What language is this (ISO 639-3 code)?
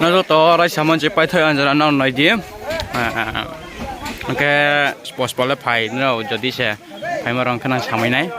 ria